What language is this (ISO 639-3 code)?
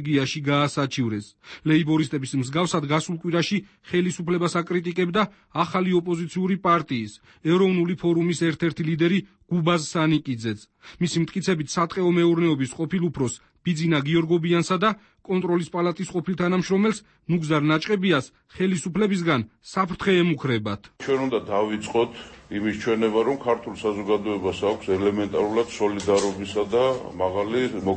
kat